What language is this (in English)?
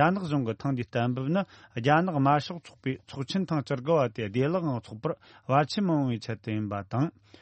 Tibetan